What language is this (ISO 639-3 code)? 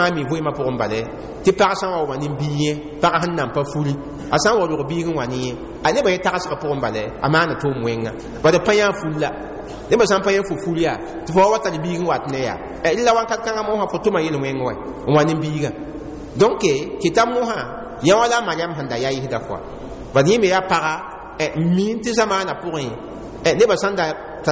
mos